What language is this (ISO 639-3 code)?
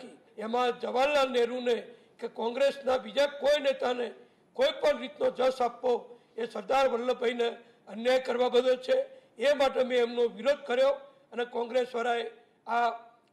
guj